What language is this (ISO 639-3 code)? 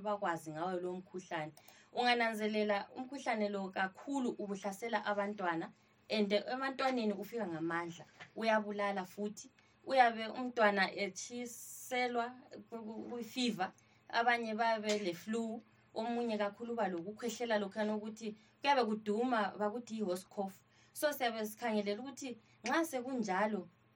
nde